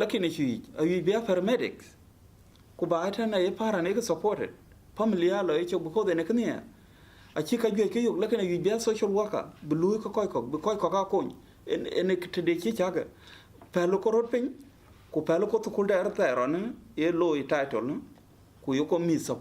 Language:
Dinka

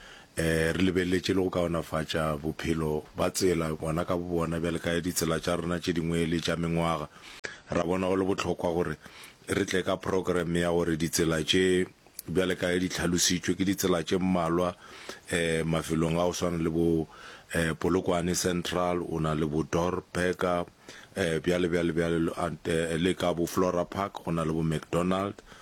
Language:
Northern Sotho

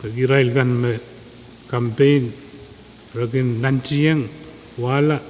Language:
Pohnpeian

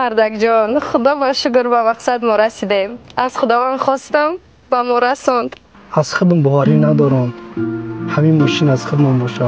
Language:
Tajik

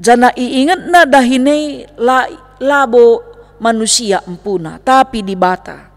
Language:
Batak Karo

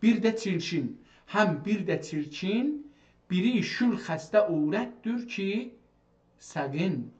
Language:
South Azerbaijani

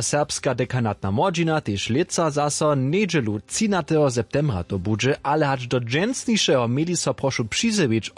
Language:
Upper Sorbian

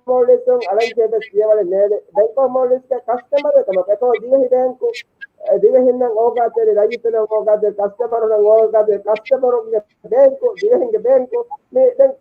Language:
Divehi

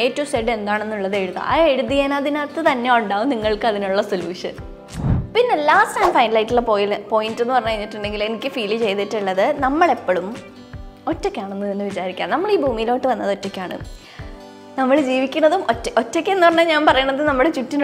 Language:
Malayalam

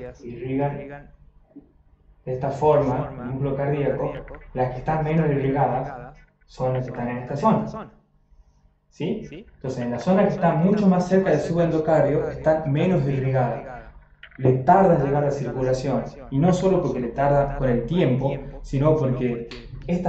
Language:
Spanish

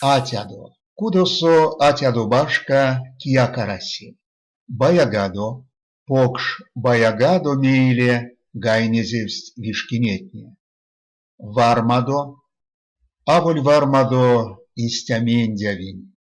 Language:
Erzya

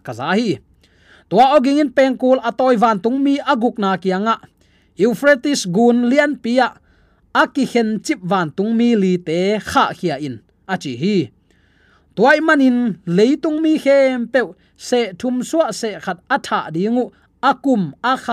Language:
Tedim Chin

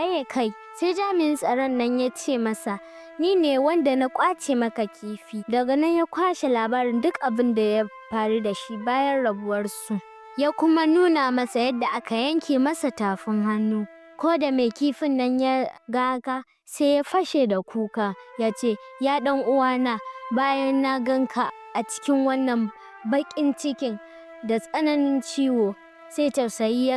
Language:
Hausa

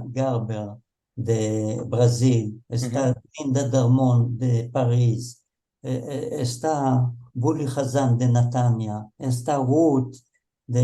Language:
Ladino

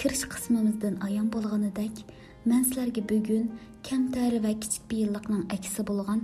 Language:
Uyghur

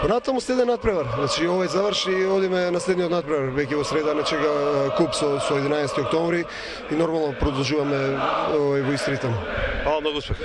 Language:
Macedonian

